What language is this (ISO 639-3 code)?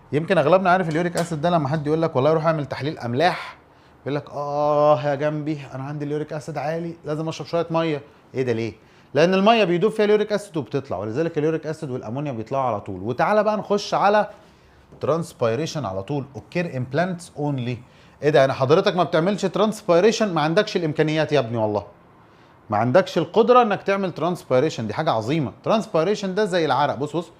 arz